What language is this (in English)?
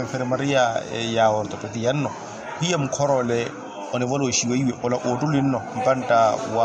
Makhuwa